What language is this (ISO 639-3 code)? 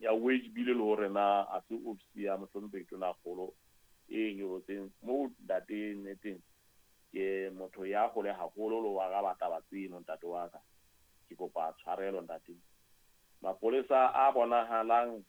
sot